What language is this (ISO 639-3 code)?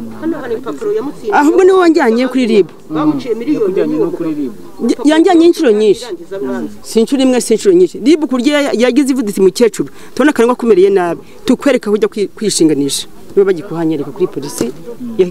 kin